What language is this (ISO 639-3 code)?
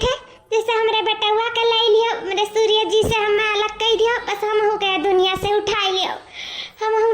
awa